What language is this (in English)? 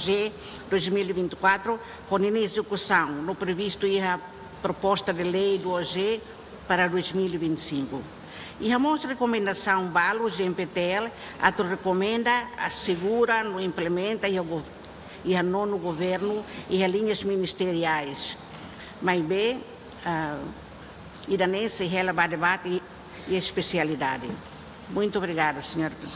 Tetum